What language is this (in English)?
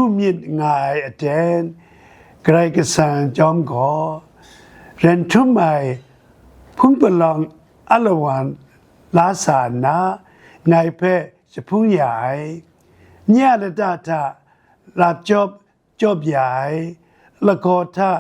Kachin